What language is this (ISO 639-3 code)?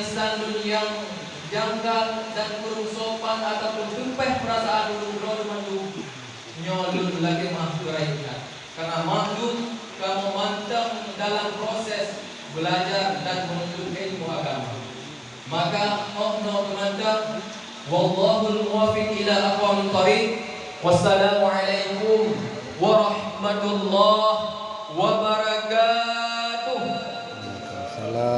ace